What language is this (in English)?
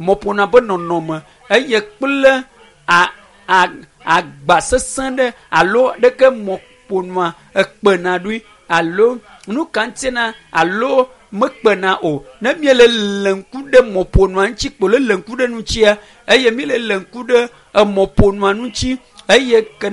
Ewe